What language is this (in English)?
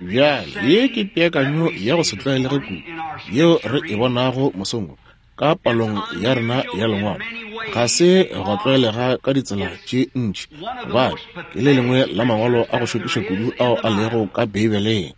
Northern Sotho